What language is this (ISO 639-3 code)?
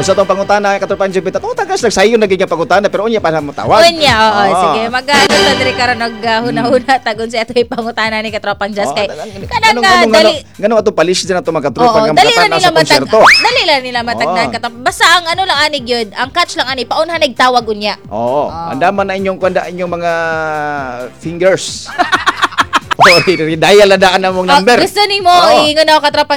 ceb